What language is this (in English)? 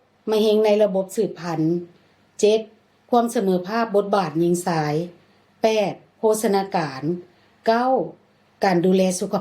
Lao